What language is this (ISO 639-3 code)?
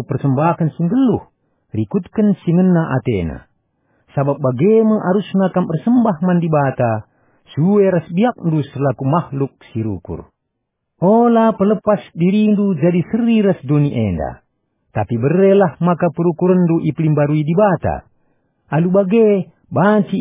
btx